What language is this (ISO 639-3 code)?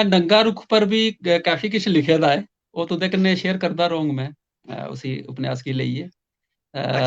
doi